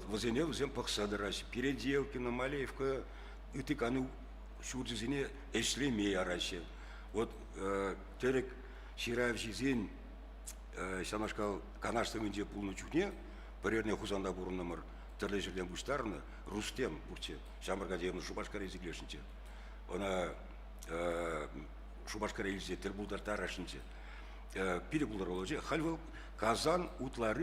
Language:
Chuvash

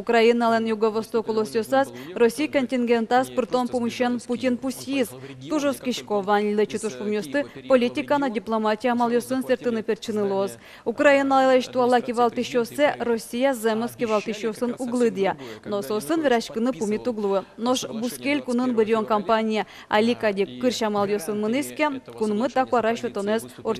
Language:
Udmurt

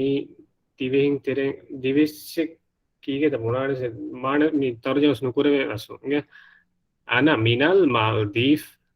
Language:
Divehi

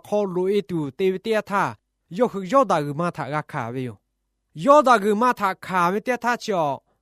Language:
Lahu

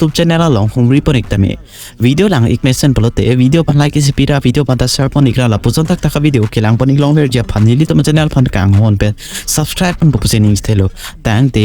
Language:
Karbi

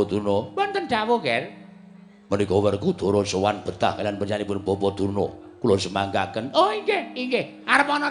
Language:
Javanese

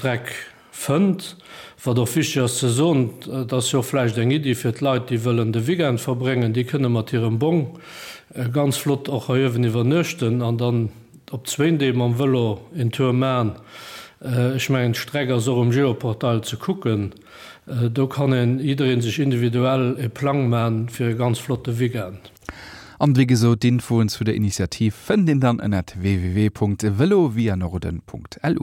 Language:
Luxembourgish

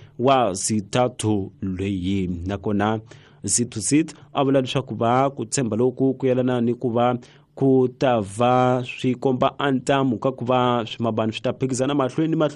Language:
Tsonga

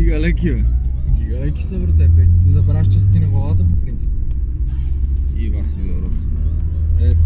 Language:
Bulgarian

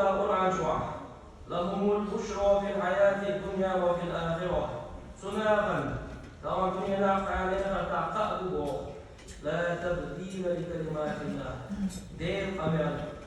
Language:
Chechen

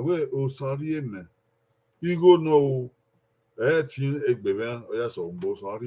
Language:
Bini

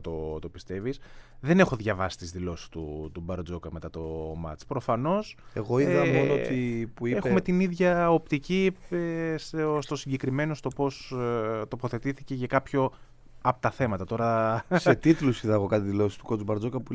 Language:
Greek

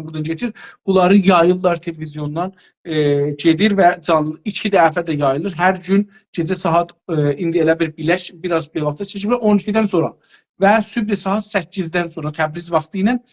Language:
South Azerbaijani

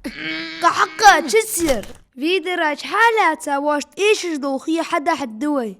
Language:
Ingush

